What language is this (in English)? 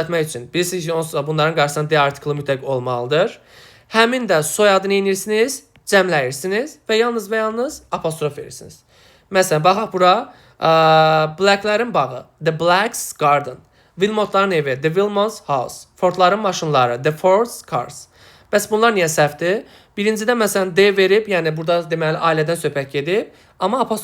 Azerbaijani